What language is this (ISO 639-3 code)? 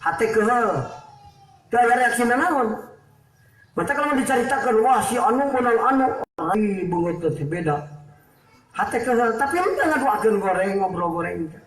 sun